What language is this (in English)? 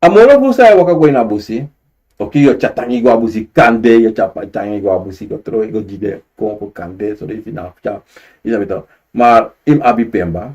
Sranan Tongo